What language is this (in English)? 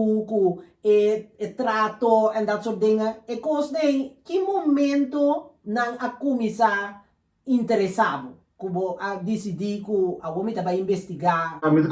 Papiamento